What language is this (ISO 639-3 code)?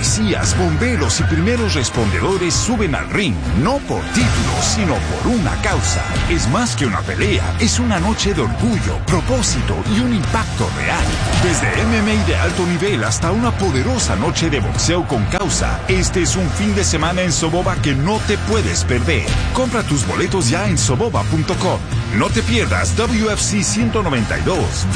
spa